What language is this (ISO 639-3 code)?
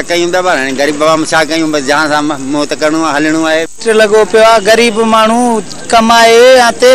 snd